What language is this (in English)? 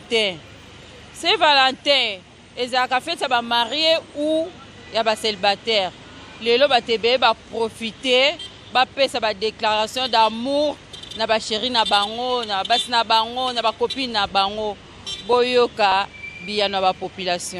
Lingala